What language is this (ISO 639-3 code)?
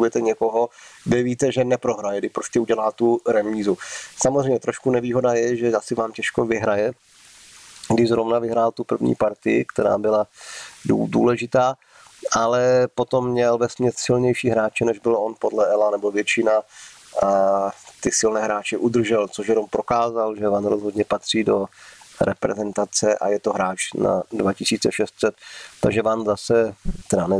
ces